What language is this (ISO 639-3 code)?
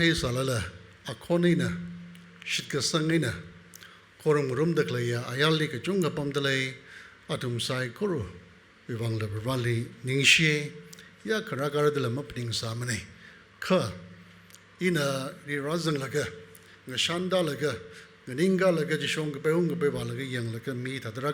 nmf